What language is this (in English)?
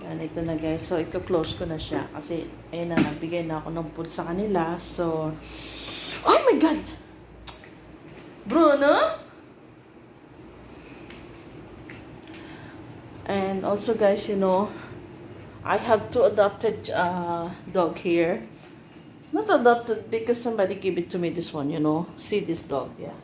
Filipino